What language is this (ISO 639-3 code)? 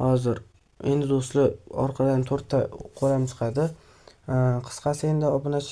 uzb